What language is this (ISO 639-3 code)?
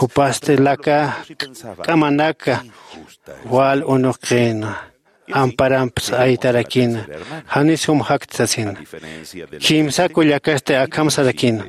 aym